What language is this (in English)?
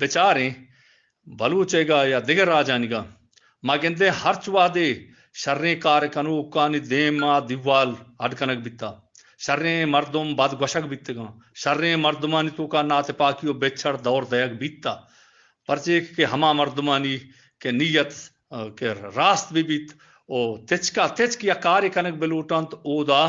Eastern Balochi